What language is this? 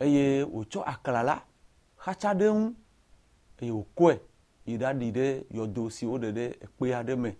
Ewe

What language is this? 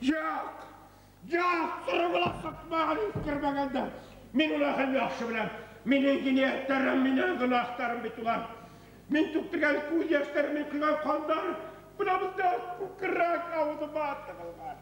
Bashkir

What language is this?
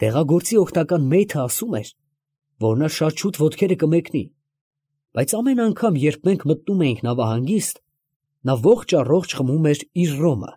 Armenian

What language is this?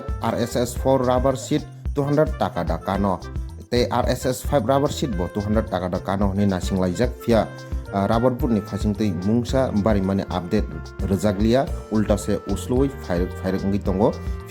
Kok Borok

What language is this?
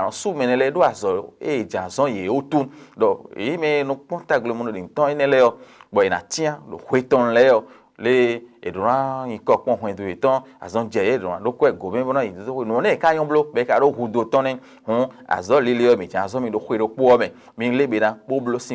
Fon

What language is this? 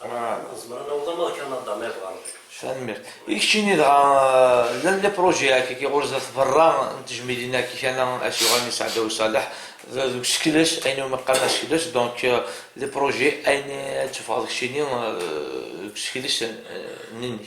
Kabyle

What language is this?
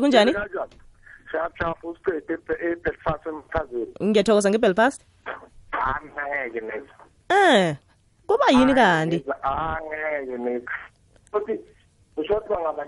South Ndebele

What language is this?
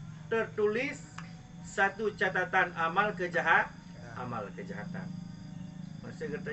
Achinese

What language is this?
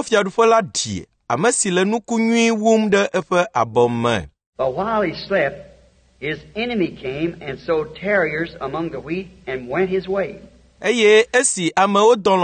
Ewe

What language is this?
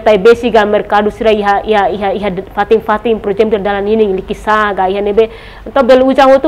Tetum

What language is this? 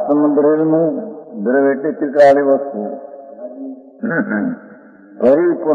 Gujarati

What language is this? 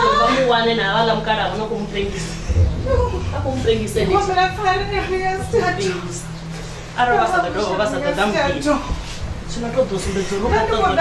Venda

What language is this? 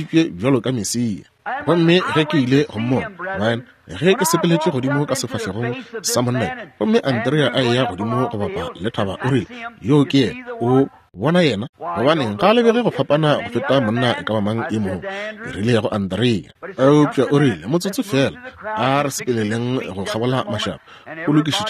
Northern Sotho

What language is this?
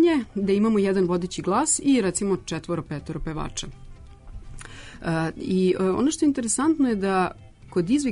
Serbian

